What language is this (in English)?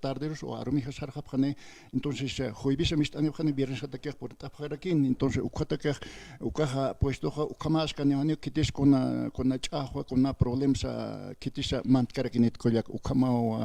Aymara